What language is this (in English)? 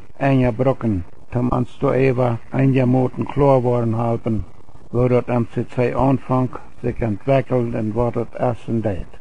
Plautdietsch